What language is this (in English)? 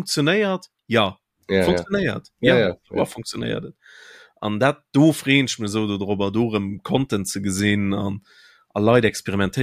Luxembourgish